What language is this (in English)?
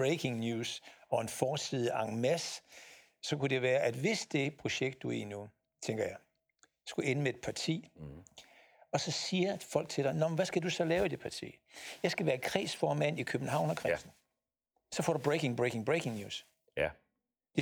Danish